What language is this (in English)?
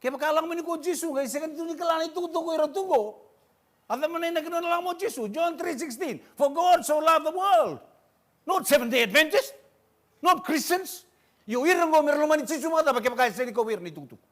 Fijian